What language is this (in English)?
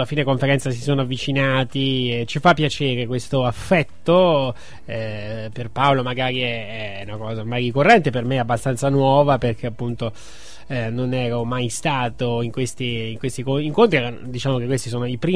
Italian